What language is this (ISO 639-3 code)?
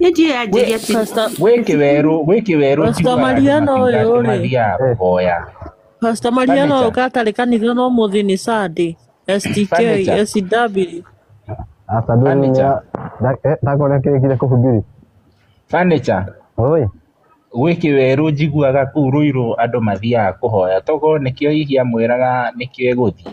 kik